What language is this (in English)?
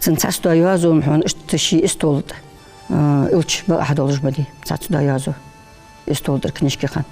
Ingush